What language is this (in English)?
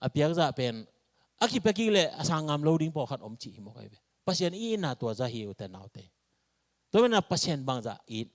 Tedim Chin